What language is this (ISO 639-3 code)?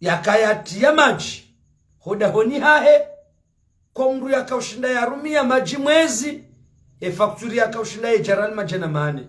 zdj